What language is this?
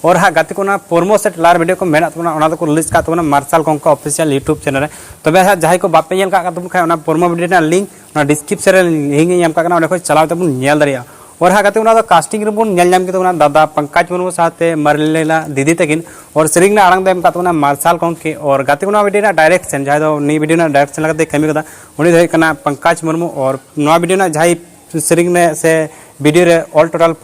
Santali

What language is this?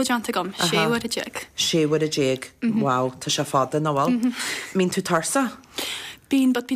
Irish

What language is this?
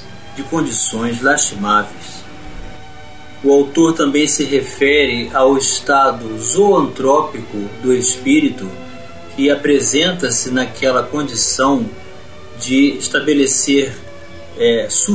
Portuguese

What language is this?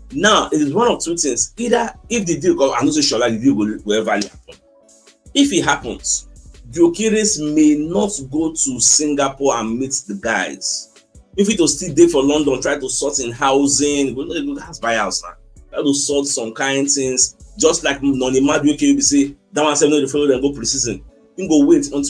Nigerian Pidgin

